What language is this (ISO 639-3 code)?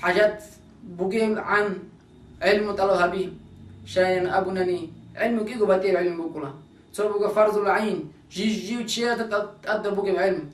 ava